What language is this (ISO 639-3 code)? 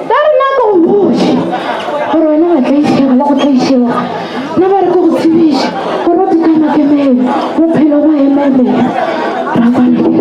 nso